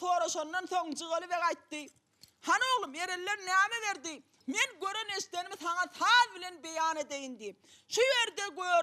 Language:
Turkmen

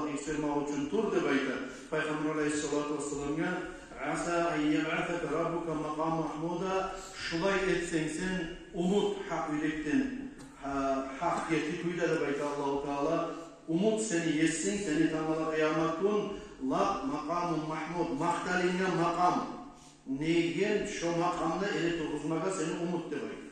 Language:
Kumyk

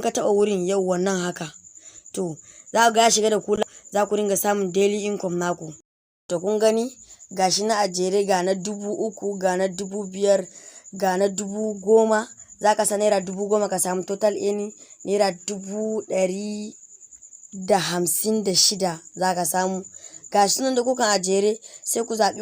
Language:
Hausa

